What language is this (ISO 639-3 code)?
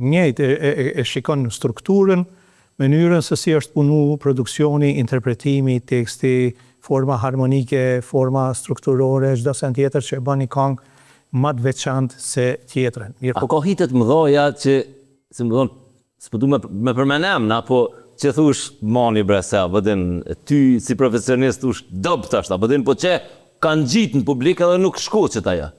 sqi